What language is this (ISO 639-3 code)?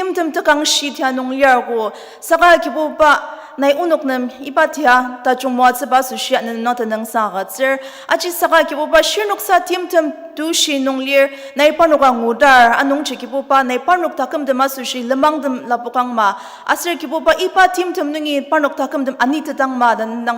njo